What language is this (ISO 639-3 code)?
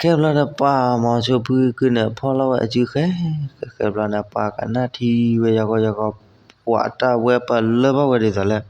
ksw